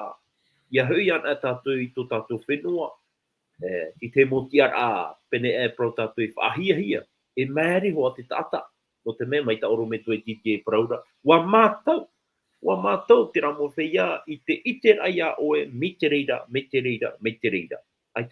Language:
Tahitian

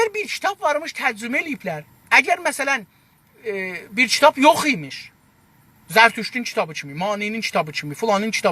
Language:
South Azerbaijani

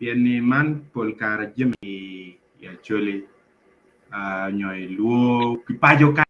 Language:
Acoli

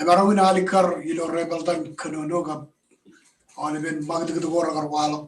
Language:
Marshallese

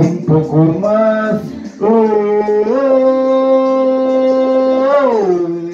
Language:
Spanish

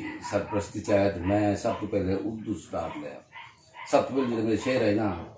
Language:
Saraiki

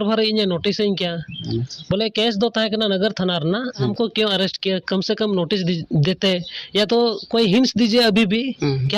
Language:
Santali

